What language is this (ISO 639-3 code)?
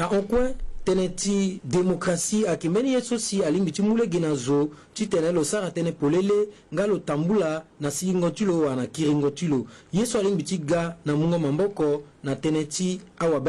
sag